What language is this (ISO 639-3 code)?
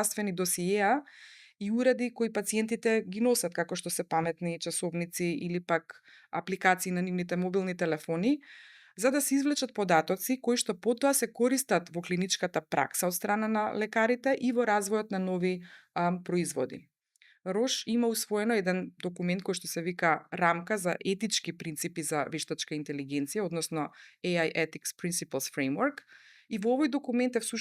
mkd